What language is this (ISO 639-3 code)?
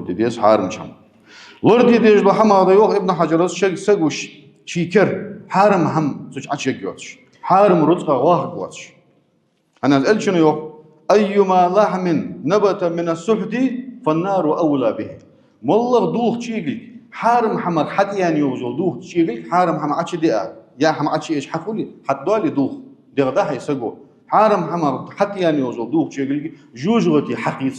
inh